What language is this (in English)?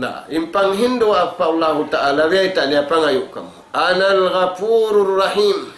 Tausug